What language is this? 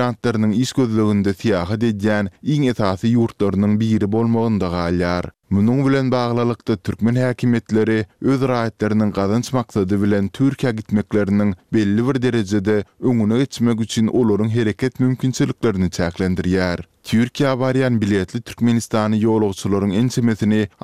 Turkmen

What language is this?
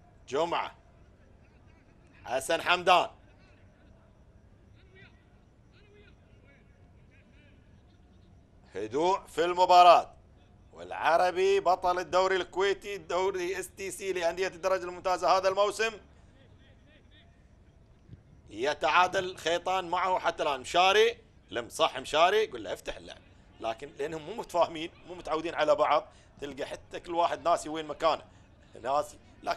Gulf Arabic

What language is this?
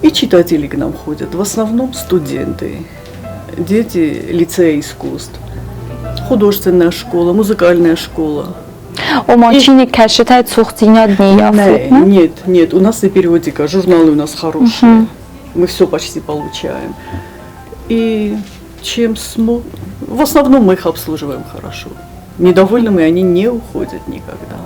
Ossetic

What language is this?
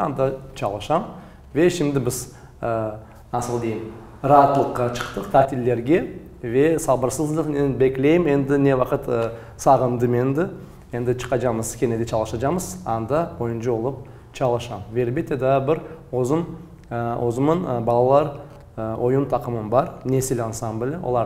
Crimean Tatar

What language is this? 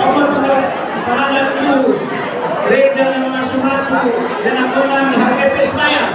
Batak Toba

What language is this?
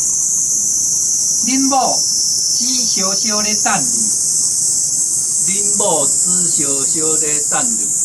Min Nan Chinese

